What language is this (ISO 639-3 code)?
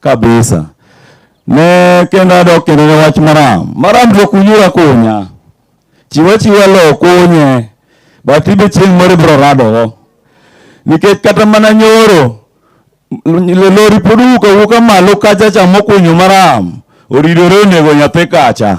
luo